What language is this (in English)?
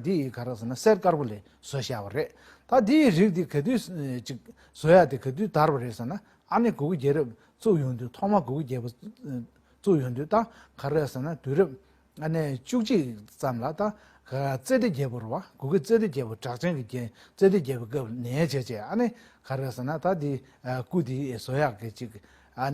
Tibetan